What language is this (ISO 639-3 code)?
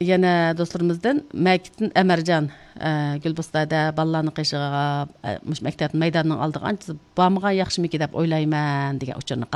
uig